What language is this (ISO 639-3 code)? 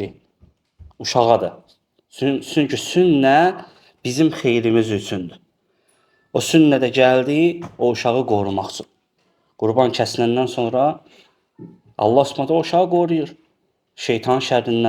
aze